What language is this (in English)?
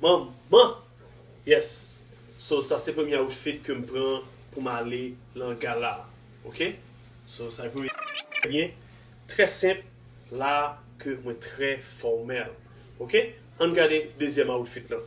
Haitian Creole